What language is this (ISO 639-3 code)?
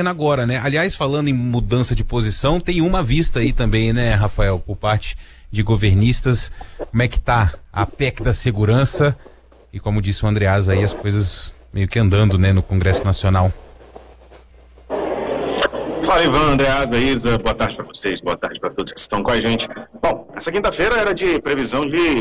por